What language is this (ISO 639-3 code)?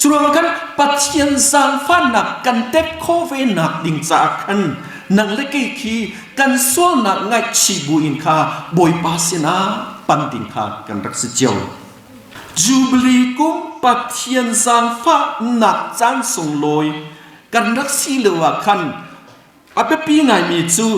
cnh